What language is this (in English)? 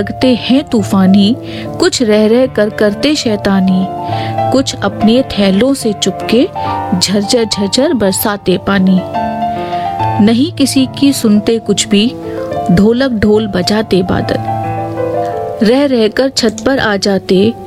Hindi